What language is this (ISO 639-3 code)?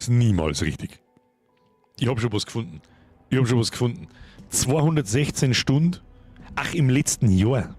bar